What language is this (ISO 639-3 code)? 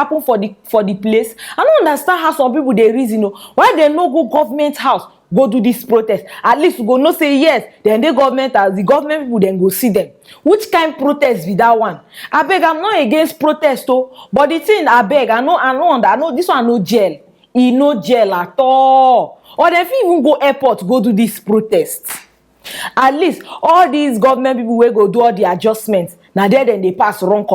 pcm